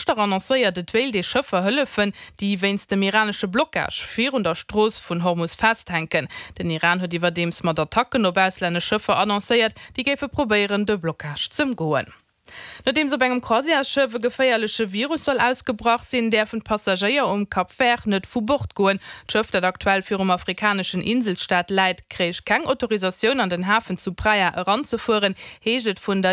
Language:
Luxembourgish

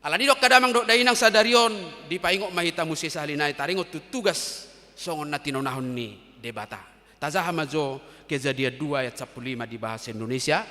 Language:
Batak Toba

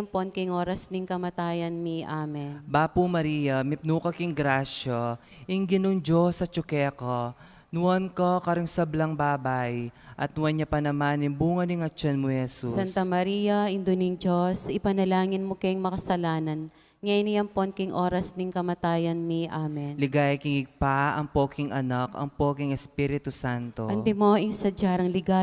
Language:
Pampanga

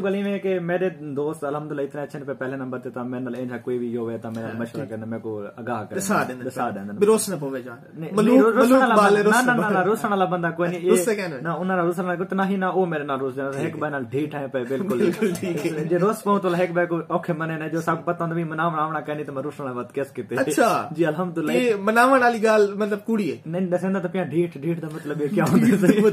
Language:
Saraiki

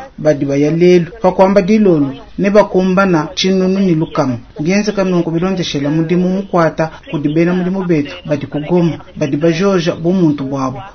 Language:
Luba-Lulua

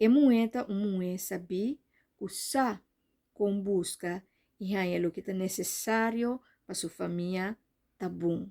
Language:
Papiamento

